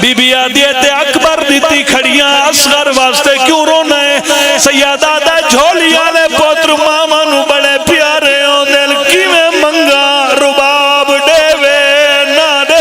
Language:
Pahari-Potwari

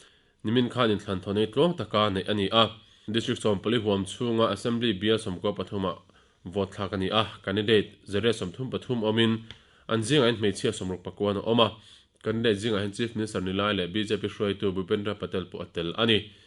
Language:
Mizo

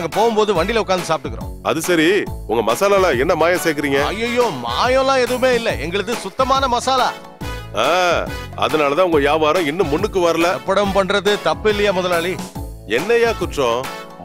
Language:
Tamil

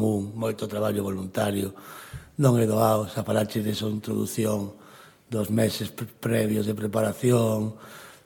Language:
Galician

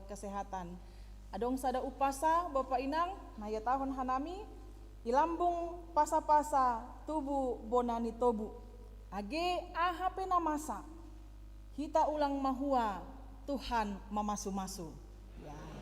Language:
Batak Simalungun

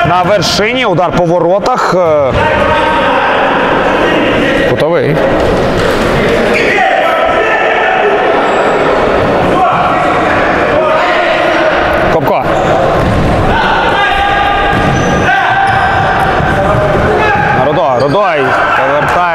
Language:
Ukrainian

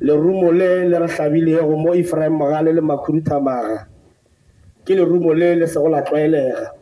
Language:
Northern Sotho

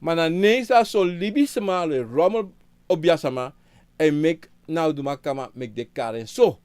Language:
Sranan Tongo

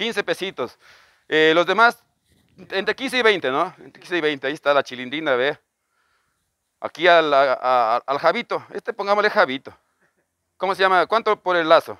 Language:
Spanish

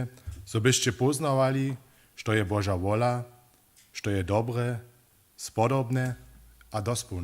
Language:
Upper Sorbian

